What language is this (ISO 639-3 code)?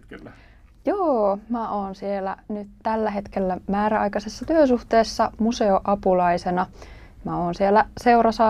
fin